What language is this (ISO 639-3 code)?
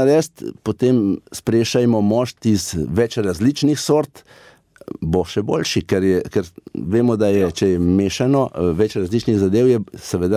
slv